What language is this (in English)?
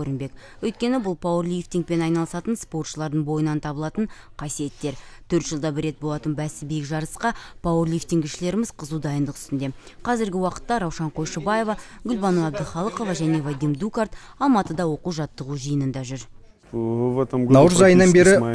Kazakh